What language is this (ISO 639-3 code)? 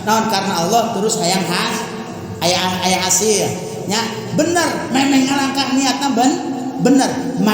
sun